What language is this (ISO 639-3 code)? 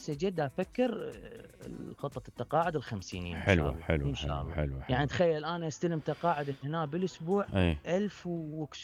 acm